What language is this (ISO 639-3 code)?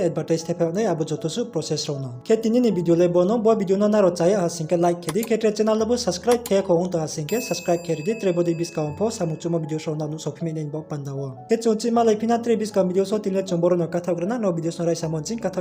ria